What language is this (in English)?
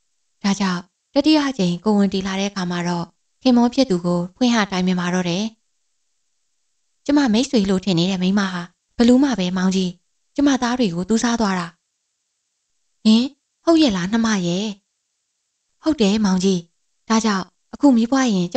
Burmese